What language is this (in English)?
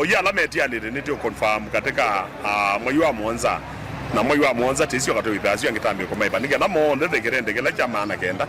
Kamba